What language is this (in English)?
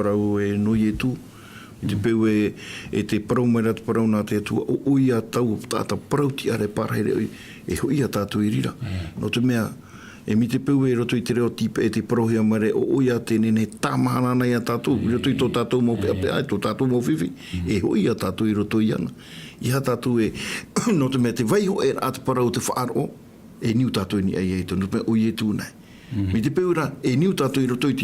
Tahitian